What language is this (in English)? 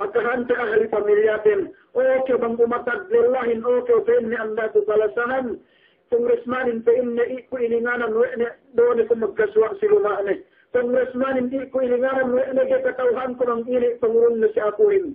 Yakan